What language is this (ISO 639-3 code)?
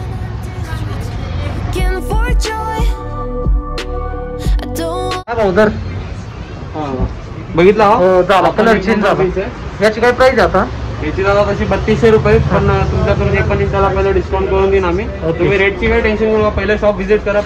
mar